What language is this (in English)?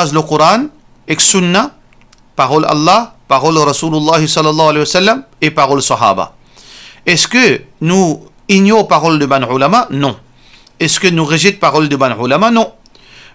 Morisyen